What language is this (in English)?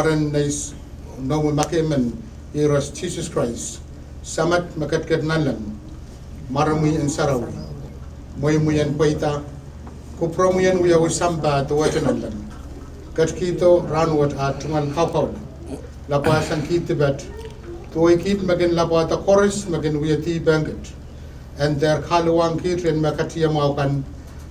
Pohnpeian